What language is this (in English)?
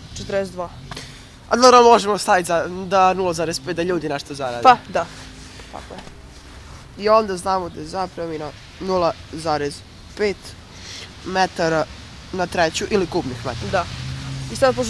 Serbian